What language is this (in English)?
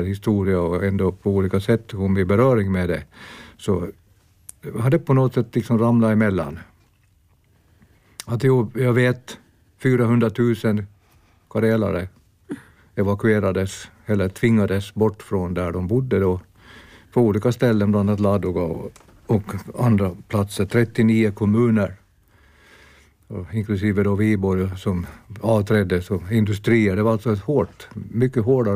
Swedish